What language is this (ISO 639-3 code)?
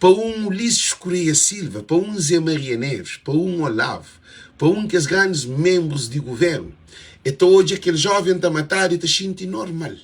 kea